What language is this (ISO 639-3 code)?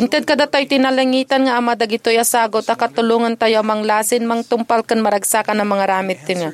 ilo